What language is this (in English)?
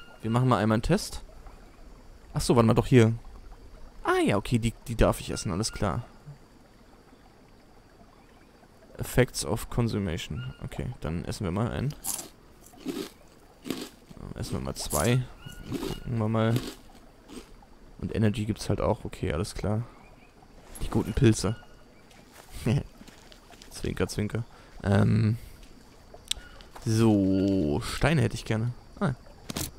German